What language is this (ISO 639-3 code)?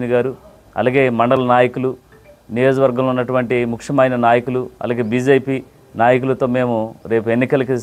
tel